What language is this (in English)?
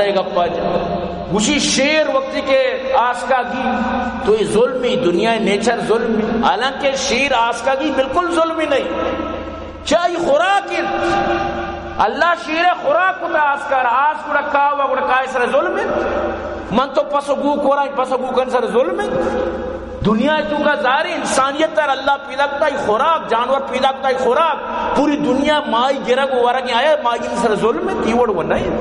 Baluchi